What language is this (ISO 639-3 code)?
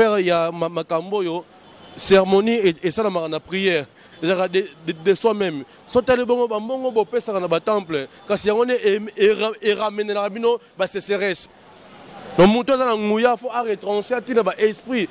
lin